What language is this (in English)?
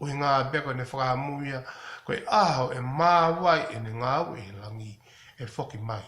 Tongan